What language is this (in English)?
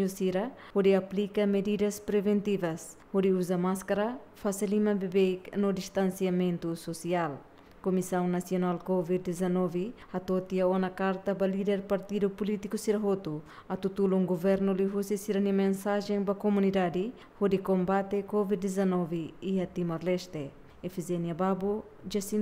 Tetum